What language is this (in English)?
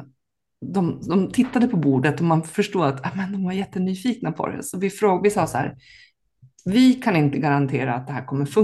Swedish